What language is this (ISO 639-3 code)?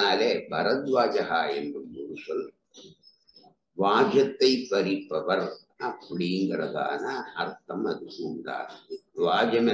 tam